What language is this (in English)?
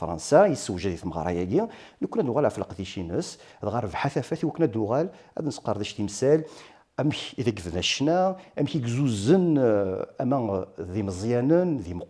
Kabyle